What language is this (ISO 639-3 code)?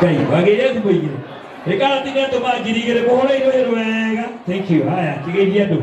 kik